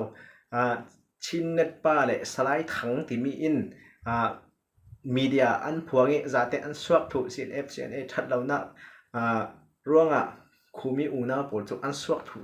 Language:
Falam Chin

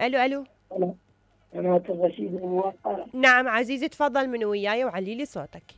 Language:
Mesopotamian Arabic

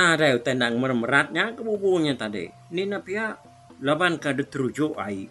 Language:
Iban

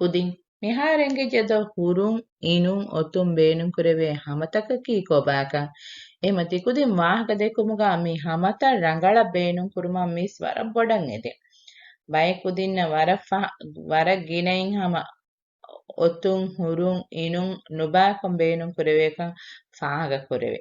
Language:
Divehi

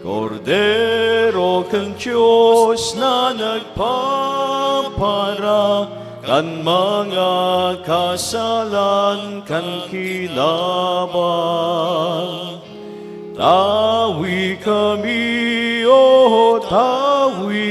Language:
Bikol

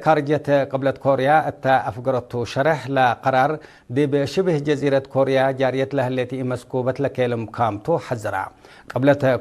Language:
Tigre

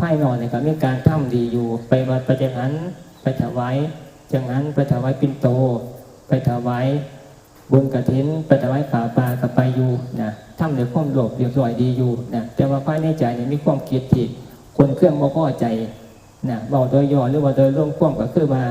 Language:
Northeastern Thai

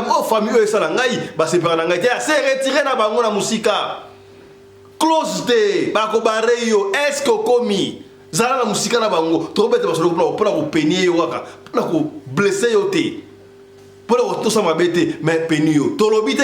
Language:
Lingala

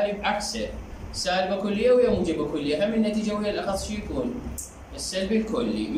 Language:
Mesopotamian Arabic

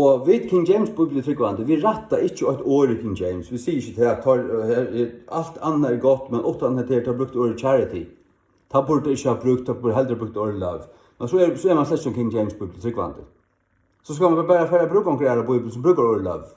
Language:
Faroese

